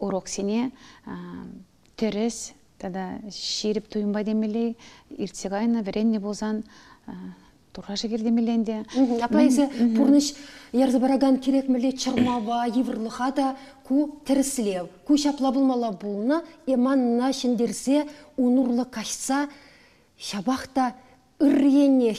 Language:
Chuvash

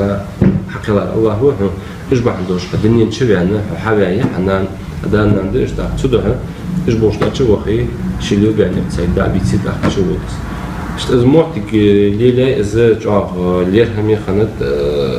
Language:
Ingush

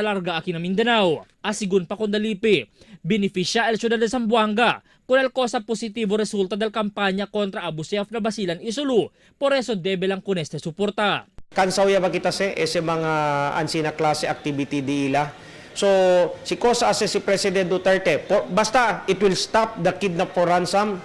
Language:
Chavacano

